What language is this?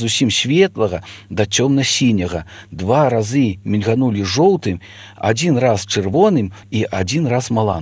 Belarusian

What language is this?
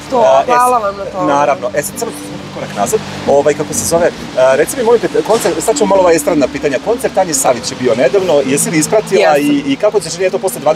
Serbian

